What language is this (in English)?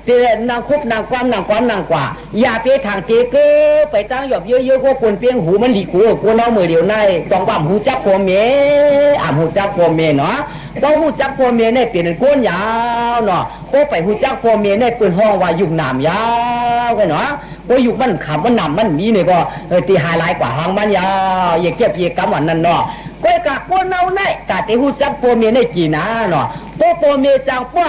Shan